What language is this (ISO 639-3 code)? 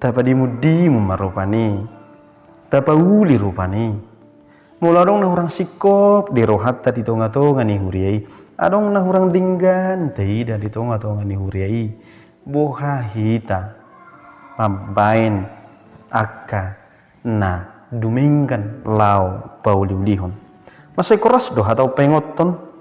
bbc